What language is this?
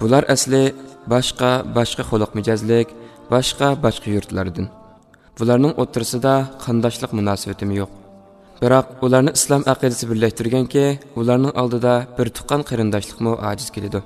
Uyghur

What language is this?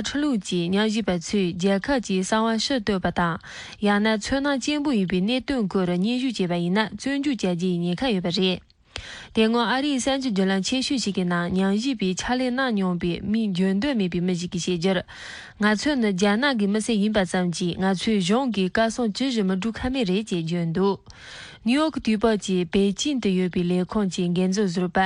Tibetan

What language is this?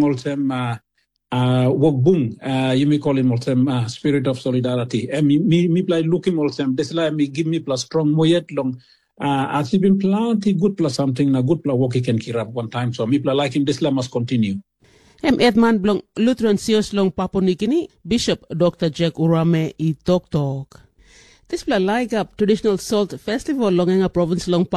Tok Pisin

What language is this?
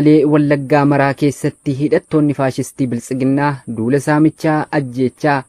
Oromo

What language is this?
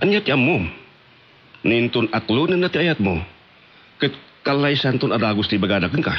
Iloko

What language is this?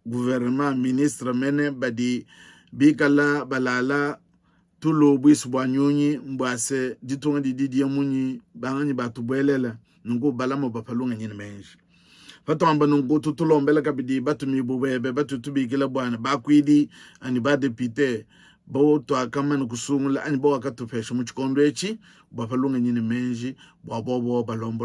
Luba-Lulua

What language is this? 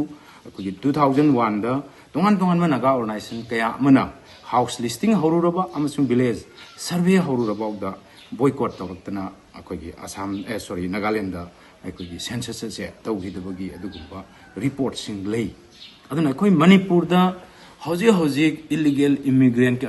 Manipuri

